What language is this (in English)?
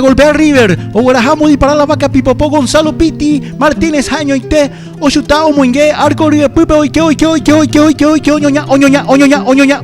Guarani